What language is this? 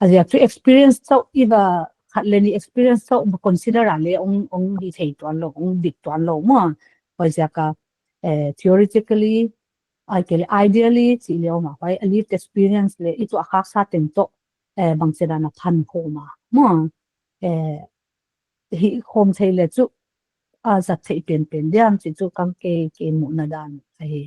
Paite Chin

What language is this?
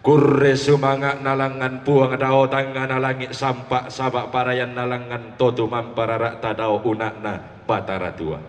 Toraja-Sa'dan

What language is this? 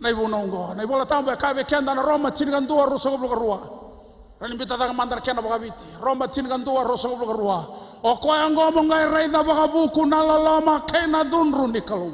Fijian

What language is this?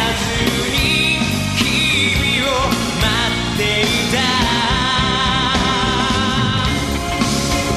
Japanese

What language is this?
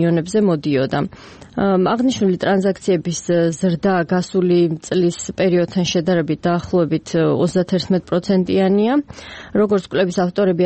Georgian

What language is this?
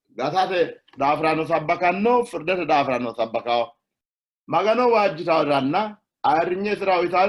Sidamo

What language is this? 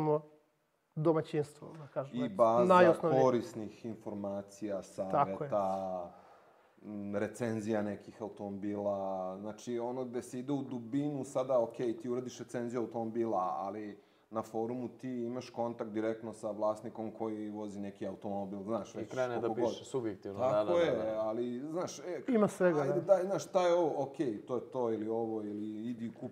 Serbian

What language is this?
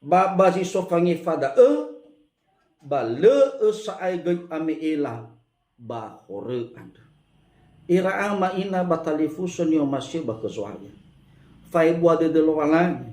Nias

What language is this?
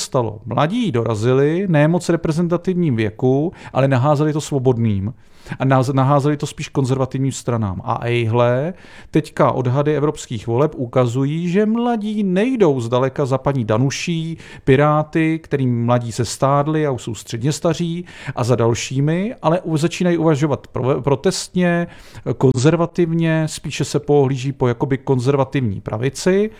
Czech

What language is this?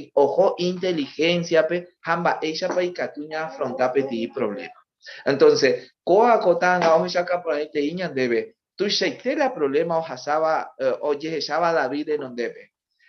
Guarani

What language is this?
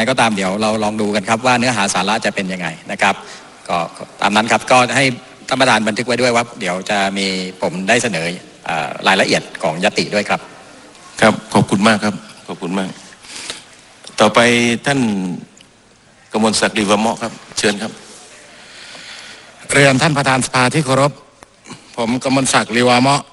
Thai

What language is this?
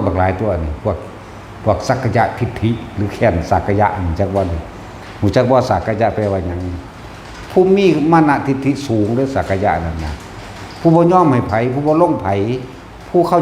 Northeastern Thai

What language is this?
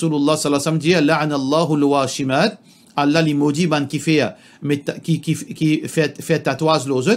Morisyen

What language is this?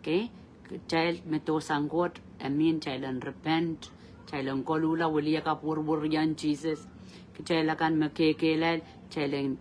Pohnpeian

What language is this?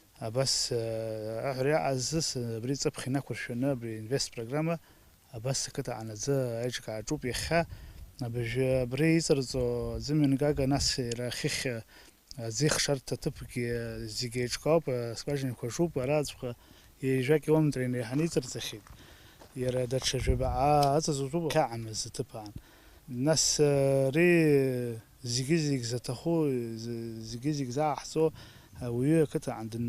Abkhazian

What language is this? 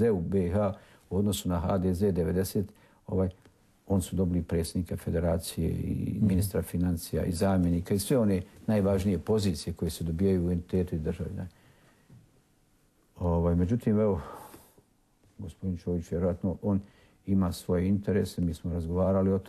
Croatian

